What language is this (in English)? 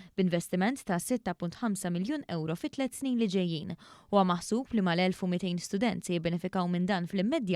Maltese